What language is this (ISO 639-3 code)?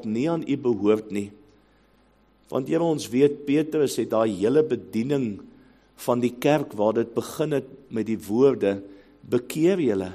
afr